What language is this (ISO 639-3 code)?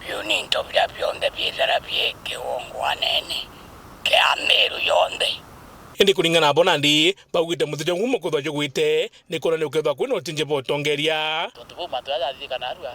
mer